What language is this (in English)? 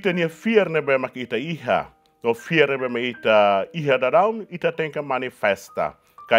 Tetum